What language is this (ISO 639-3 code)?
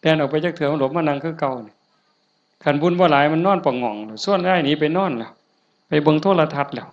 tts